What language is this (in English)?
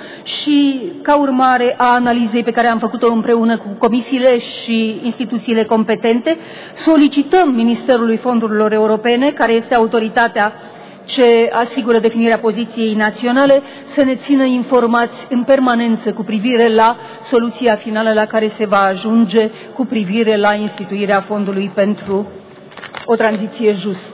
Romanian